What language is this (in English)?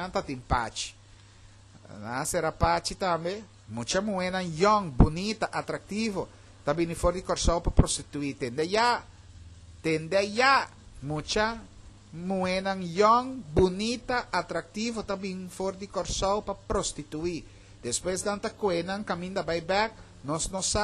Papiamento